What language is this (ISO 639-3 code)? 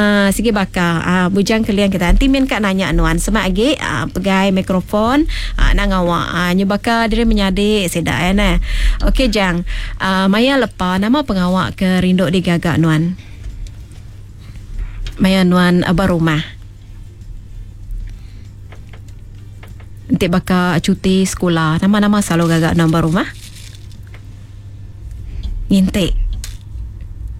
iba